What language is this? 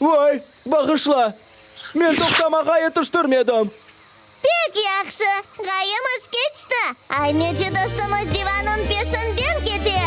Crimean Tatar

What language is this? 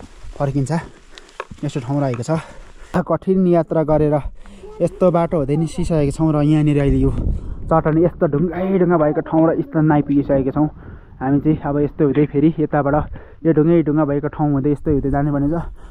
Nepali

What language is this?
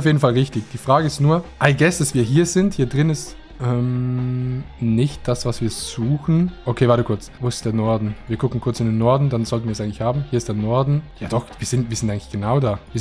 Swiss German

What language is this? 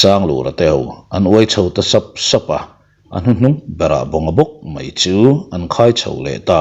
Mizo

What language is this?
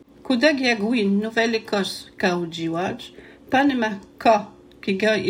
Latvian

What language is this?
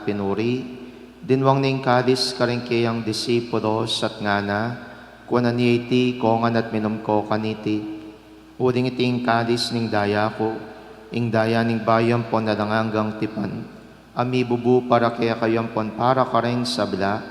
Pampanga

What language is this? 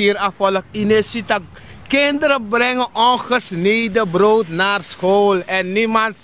Sranan Tongo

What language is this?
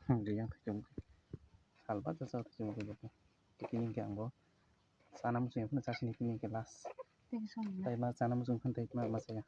Kok Borok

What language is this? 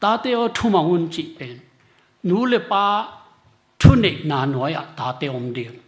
Tedim Chin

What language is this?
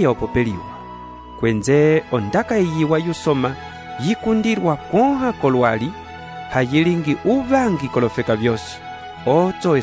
Umbundu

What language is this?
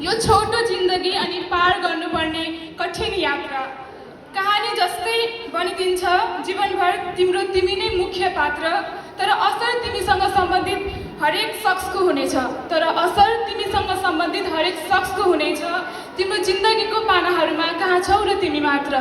Nepali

